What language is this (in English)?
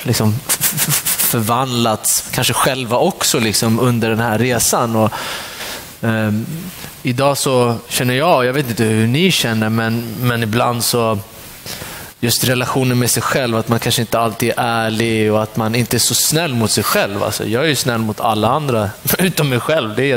Swedish